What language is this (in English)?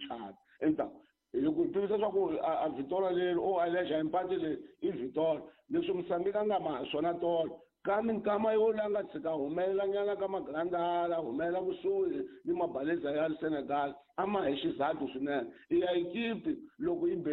Tsonga